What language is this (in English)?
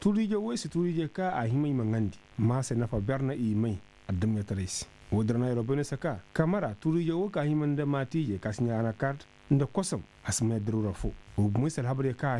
Koyraboro Senni